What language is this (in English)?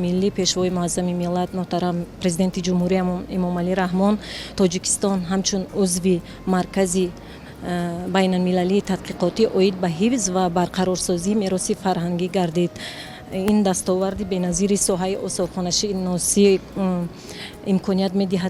Tajik